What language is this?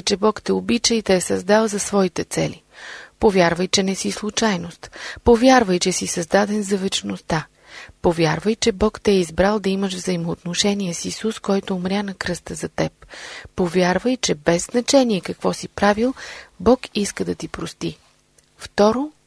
Bulgarian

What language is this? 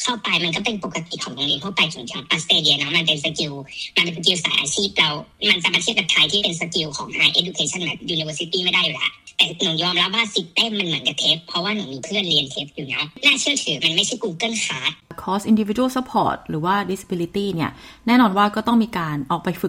Thai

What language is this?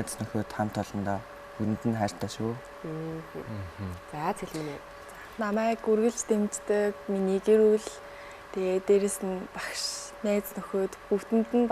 Mongolian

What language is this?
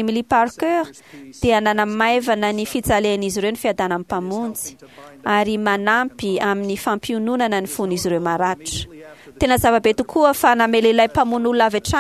Malagasy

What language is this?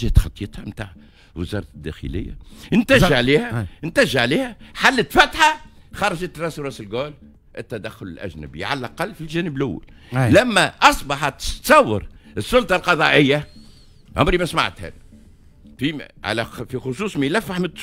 Tunisian Arabic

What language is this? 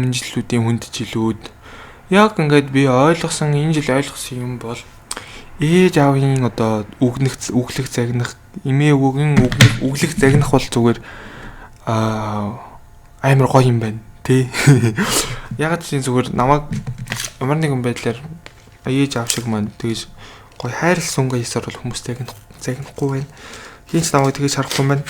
Mongolian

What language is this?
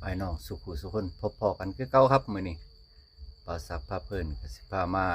Northeastern Thai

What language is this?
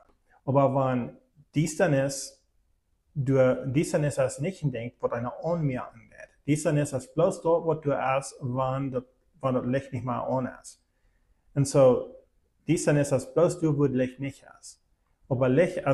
Plautdietsch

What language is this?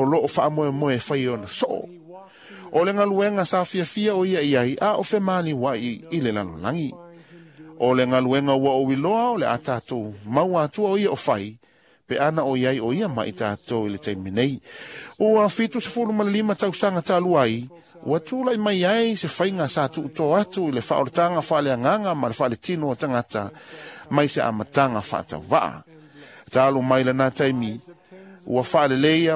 Samoan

